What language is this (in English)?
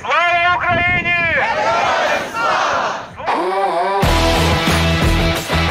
Ukrainian